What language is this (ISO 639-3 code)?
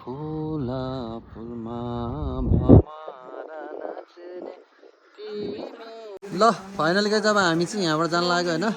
nep